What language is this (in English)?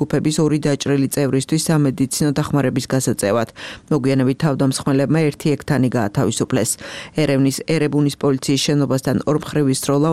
Georgian